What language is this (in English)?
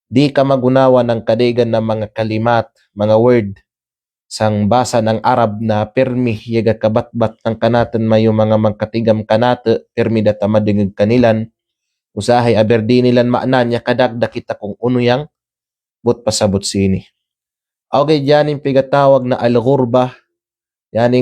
Kalagan